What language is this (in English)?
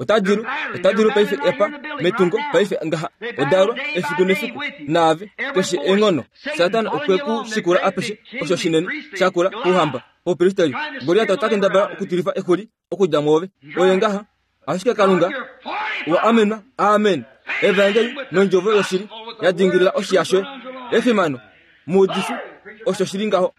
Kuanyama